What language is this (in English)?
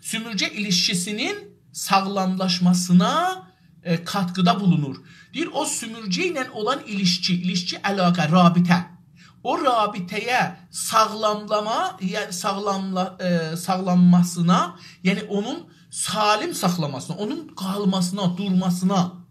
South Azerbaijani